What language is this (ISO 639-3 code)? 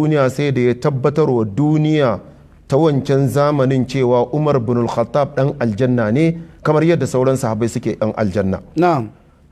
hau